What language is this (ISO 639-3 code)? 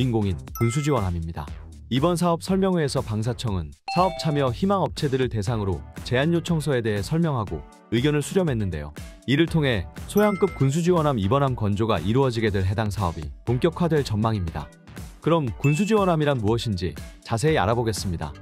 kor